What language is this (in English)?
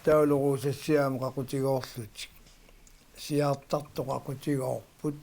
Kalaallisut